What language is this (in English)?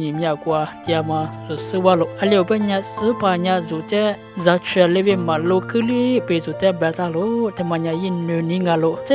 Lisu